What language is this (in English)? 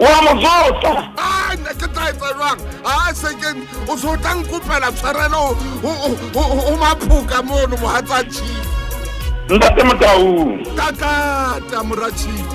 Southern Sotho